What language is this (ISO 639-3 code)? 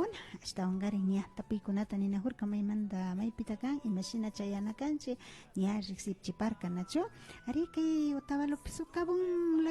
qvi